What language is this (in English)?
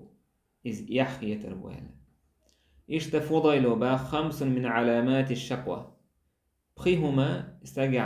Chechen